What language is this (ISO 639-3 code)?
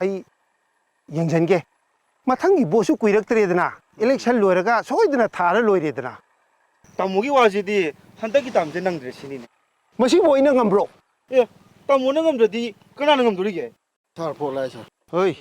mni